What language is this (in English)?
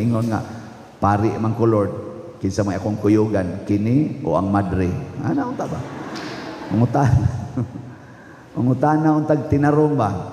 Cebuano